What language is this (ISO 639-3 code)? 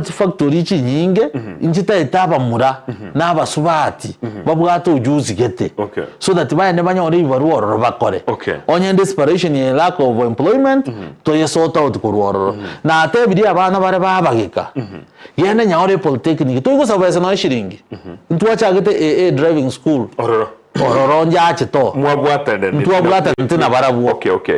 guz